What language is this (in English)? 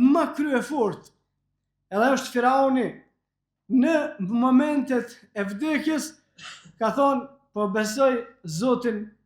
Albanian